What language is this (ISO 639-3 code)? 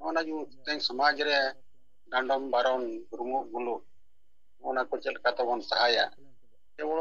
sat